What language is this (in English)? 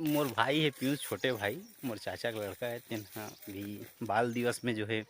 Chhattisgarhi